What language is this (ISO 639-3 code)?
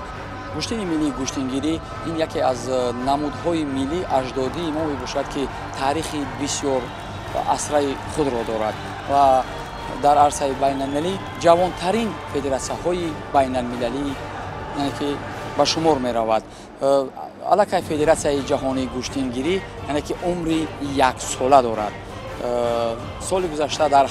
tgk